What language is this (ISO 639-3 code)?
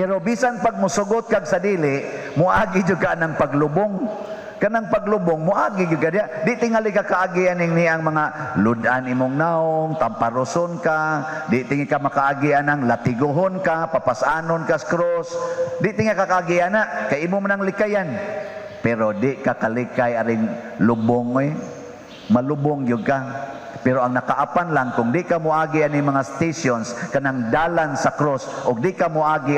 ceb